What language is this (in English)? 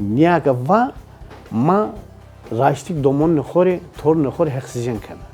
Zaza